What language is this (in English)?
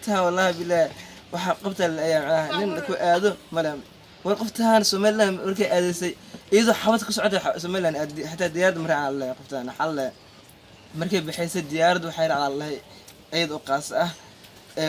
Somali